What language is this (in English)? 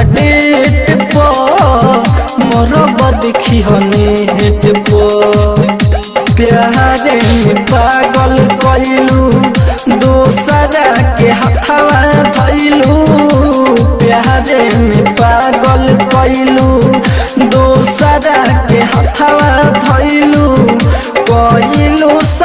Bhojpuri